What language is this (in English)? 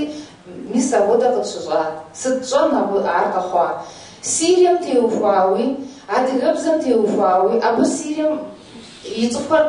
Kabardian